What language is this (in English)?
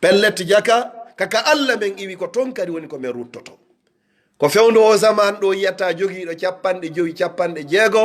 Pular